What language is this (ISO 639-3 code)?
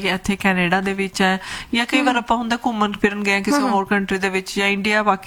pan